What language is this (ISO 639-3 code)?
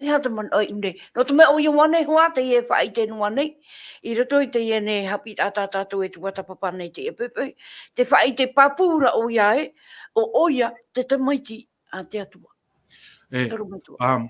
tah